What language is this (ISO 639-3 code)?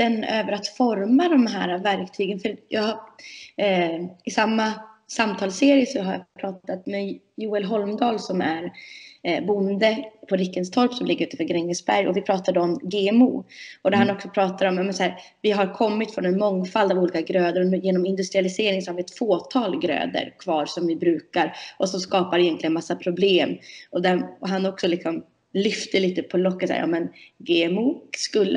swe